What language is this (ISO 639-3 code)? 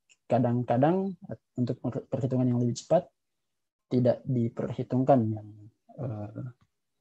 ind